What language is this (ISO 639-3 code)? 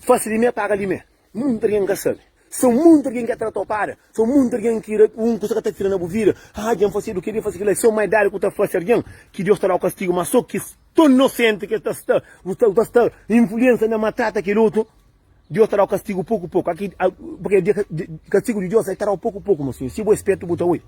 kea